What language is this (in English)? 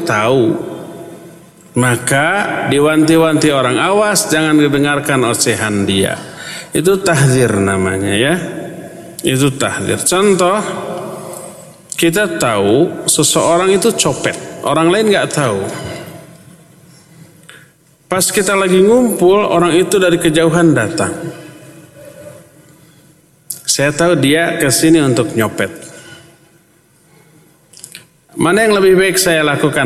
Indonesian